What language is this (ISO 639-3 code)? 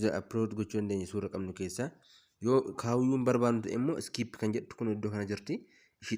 orm